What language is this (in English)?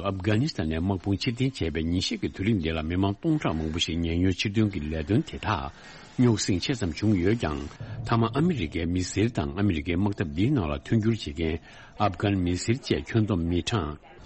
Tibetan